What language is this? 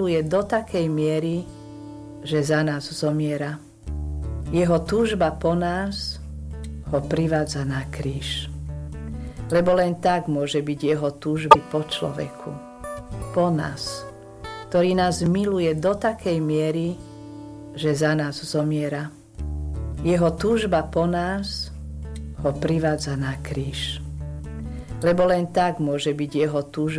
Slovak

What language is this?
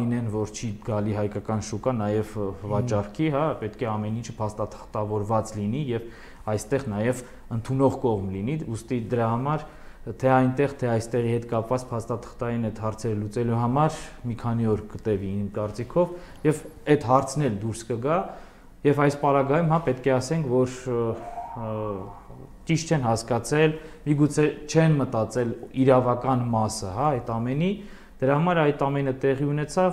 Armenian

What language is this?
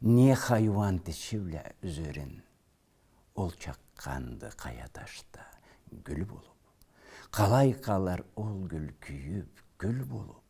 Karachay-Balkar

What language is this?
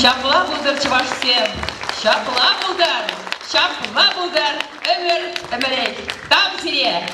Chuvash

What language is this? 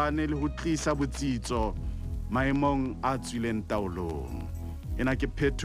Southern Sotho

